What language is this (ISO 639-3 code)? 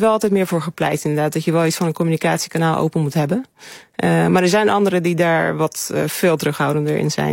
nld